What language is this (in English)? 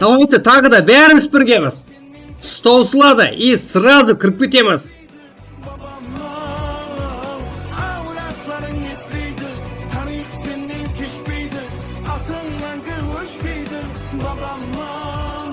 Kara-Kalpak